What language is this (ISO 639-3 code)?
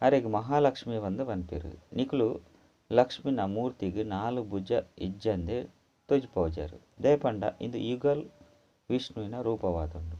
tcy